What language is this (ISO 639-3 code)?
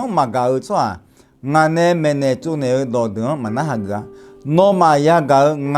ahk